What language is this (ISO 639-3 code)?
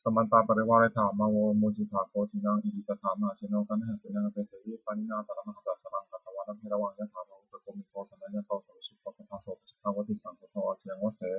pli